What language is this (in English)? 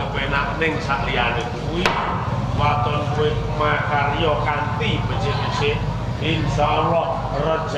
Javanese